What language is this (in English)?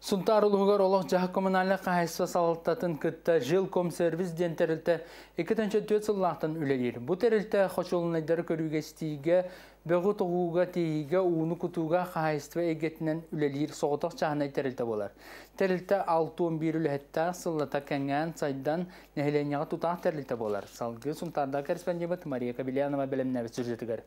Yakut